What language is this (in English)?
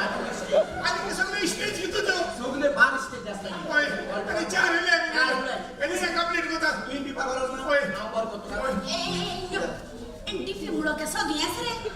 Konkani